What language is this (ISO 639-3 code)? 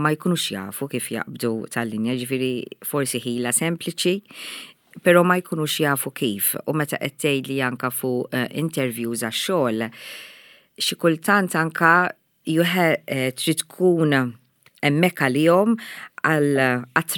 mlt